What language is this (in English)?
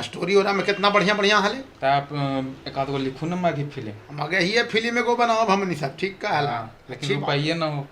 Magahi